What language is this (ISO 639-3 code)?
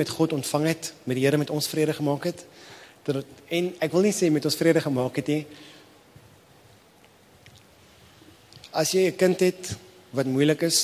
afr